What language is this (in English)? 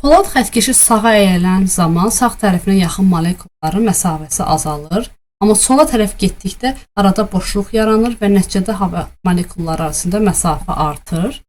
Azerbaijani